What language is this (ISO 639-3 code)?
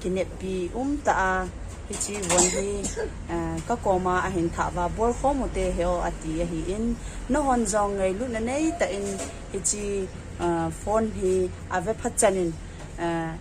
tcz